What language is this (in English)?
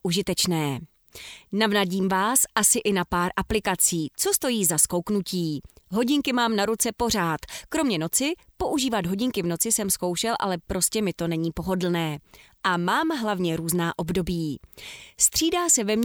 Czech